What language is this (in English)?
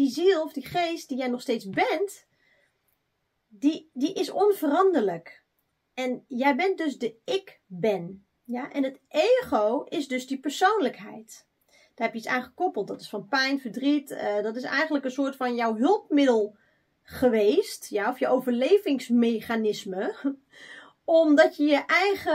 Dutch